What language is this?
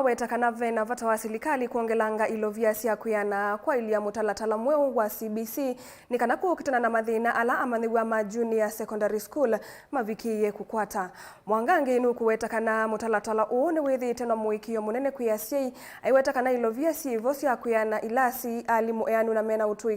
Kamba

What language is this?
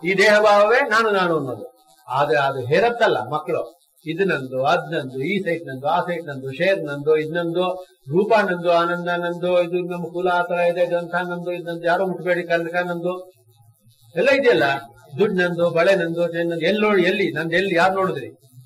Kannada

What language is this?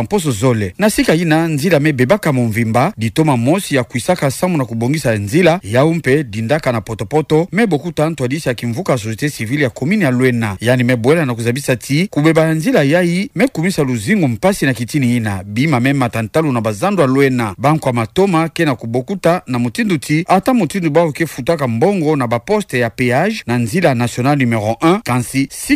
Kituba (Democratic Republic of Congo)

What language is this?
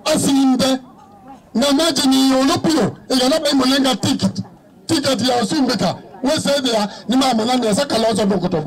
Kamba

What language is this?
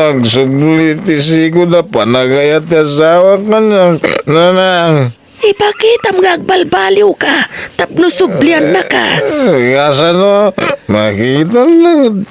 Iloko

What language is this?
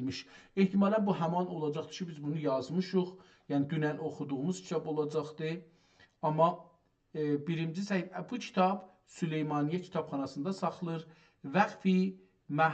South Azerbaijani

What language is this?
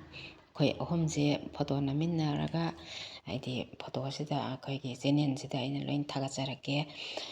Manipuri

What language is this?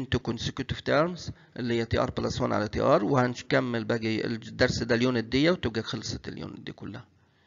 Egyptian Arabic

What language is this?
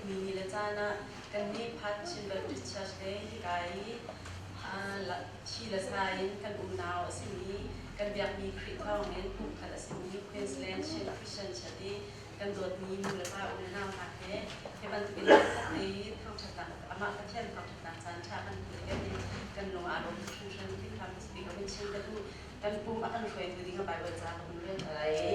Hakha Chin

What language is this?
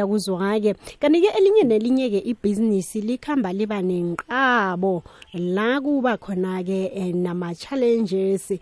South Ndebele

